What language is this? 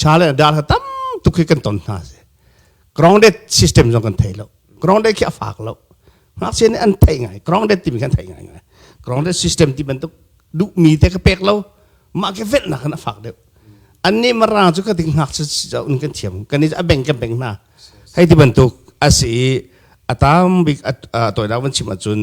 Hakha Chin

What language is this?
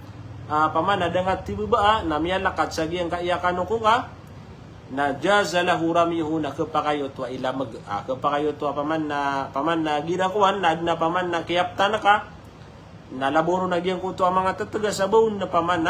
Maranao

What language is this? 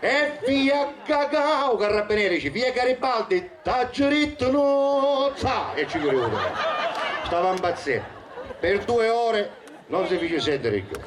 Sicilian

